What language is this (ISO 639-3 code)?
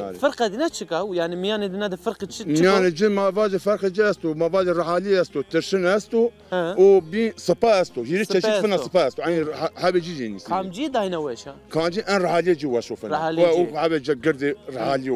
zza